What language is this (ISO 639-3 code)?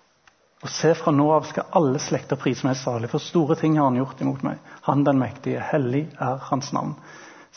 nor